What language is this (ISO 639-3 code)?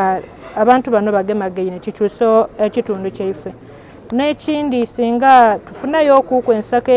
xog